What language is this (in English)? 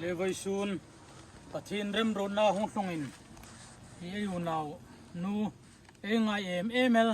Hmar